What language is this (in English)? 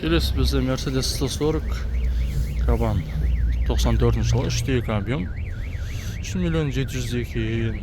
Kazakh